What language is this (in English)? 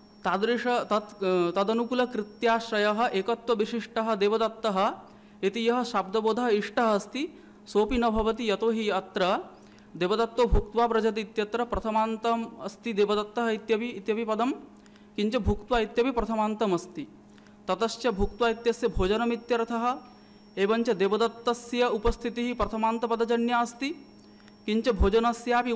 Sanskrit